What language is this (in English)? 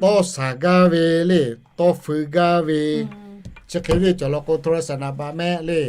Lahu